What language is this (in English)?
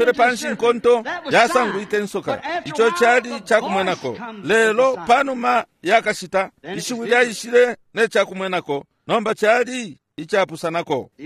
Bemba